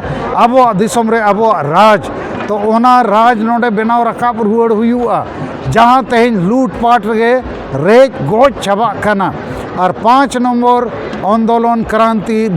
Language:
Santali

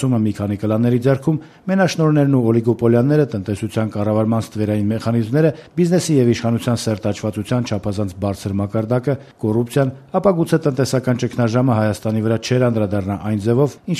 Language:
Armenian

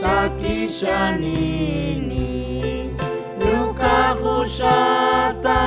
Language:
Chimborazo Highland Quichua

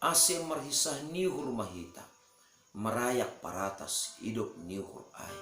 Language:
Batak Simalungun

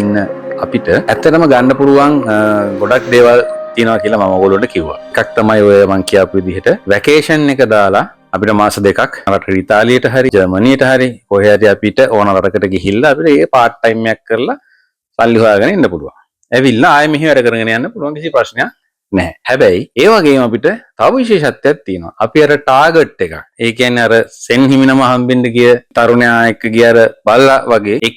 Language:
Sinhala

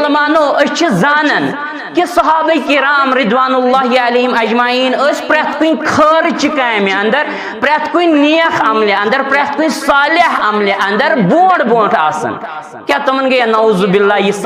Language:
Kashmiri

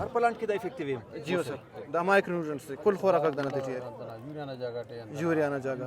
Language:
Brahui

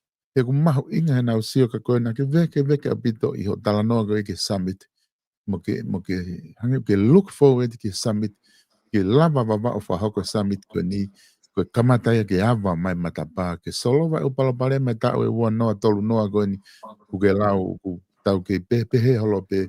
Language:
Tongan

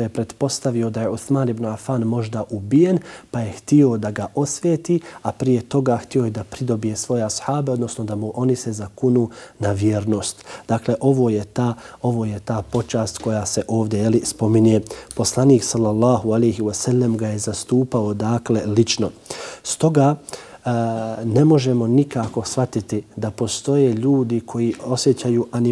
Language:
Bosnian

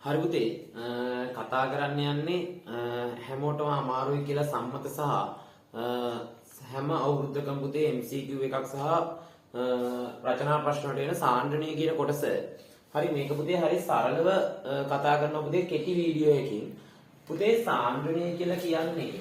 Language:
Sinhala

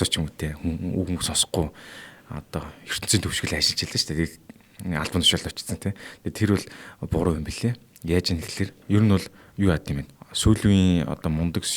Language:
Mongolian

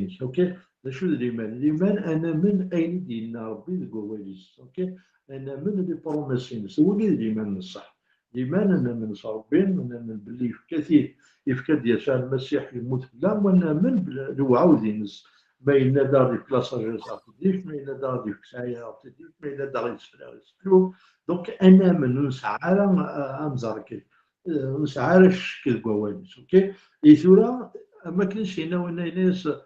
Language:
Kabyle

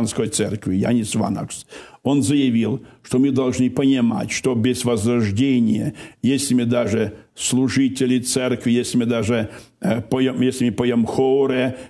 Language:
Russian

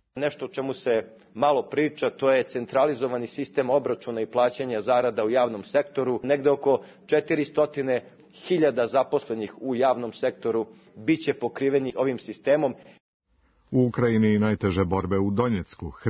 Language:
Serbian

